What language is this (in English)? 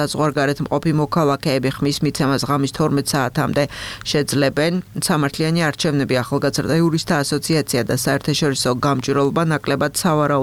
Georgian